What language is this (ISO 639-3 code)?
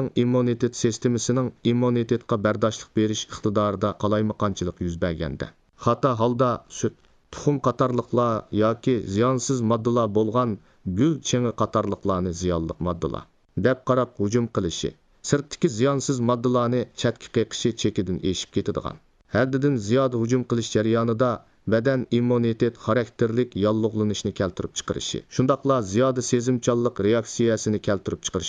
uig